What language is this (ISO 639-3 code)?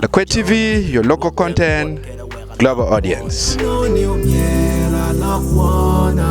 ach